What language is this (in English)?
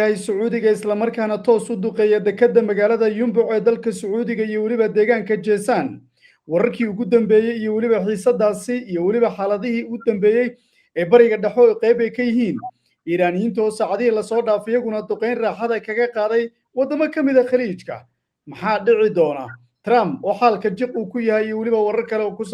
Somali